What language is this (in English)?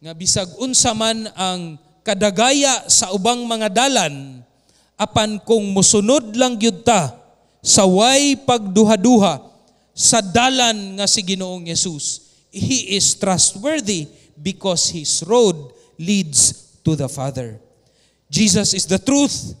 Cebuano